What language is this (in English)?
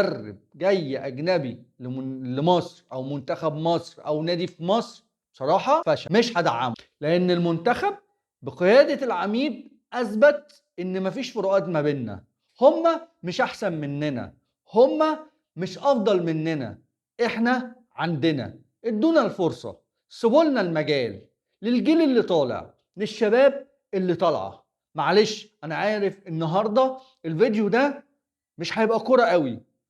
Egyptian Arabic